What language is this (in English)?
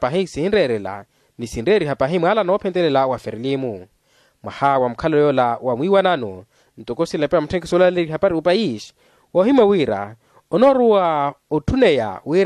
Makhuwa